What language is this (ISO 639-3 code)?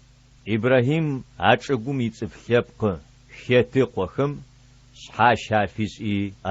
ady